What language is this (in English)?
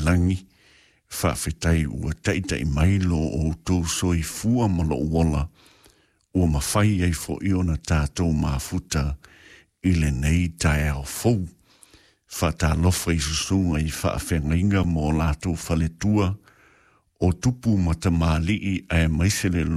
Samoan